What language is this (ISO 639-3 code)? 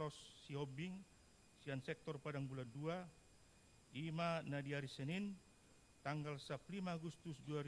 bbc